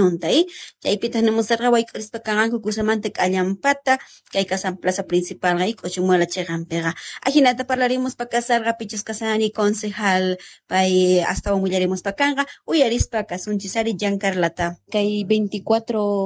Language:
Quechua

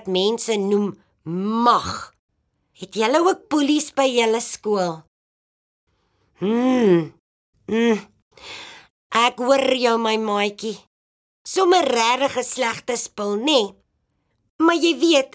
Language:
Afrikaans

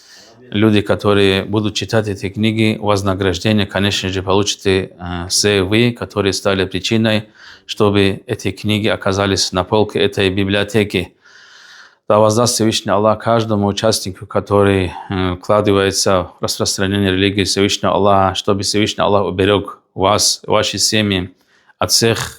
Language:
Russian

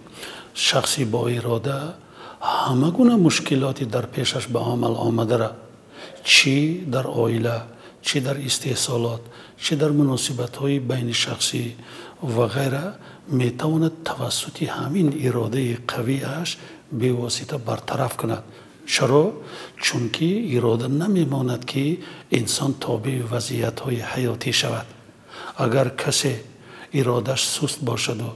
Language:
Tajik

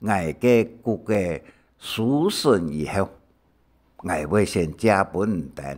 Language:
Hakka Chinese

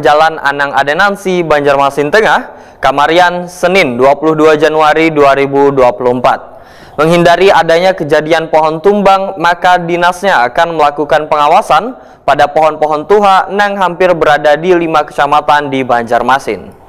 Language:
Banjar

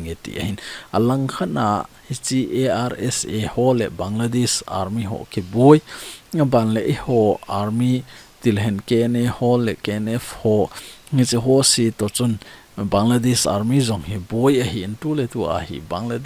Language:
Thado Chin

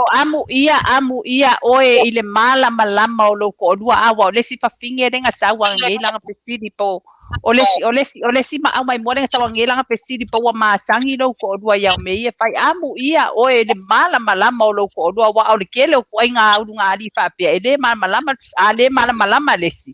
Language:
Samoan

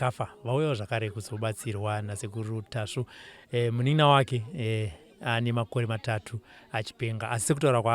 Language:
Shona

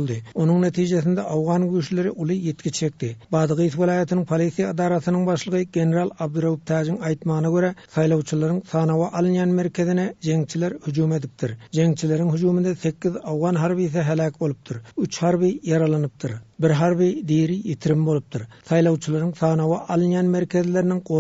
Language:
Turkmen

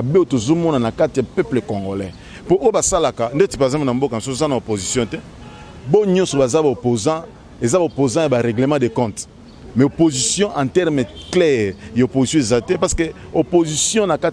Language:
Lingala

